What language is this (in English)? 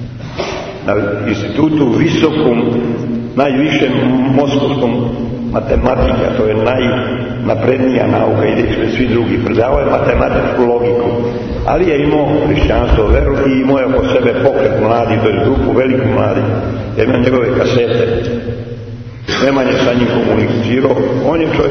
Serbian